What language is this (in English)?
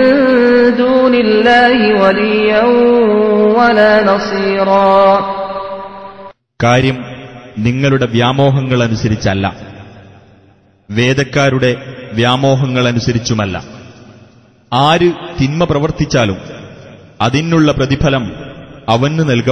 Malayalam